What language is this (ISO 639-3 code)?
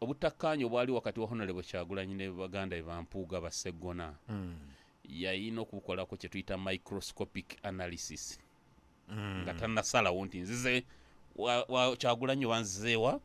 lug